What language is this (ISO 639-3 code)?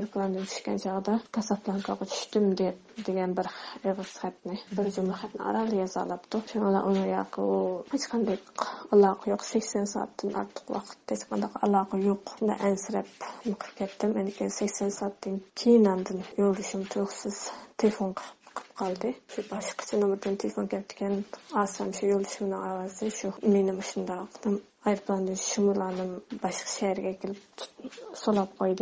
uig